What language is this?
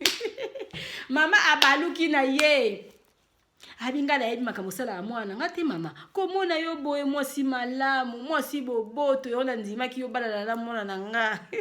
Lingala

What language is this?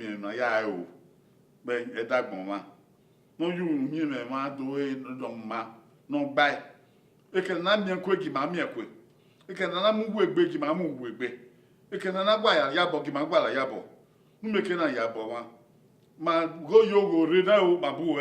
Bini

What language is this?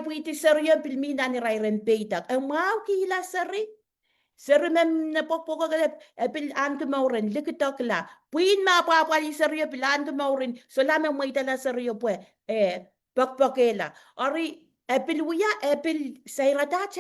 Pohnpeian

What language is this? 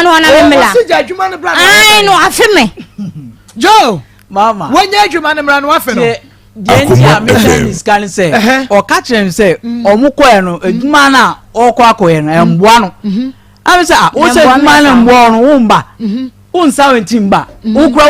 Akan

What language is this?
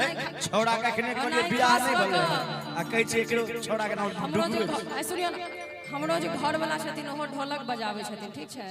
Maithili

